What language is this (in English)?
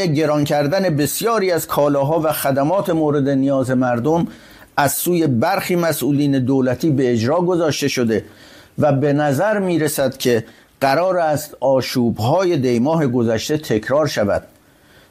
Persian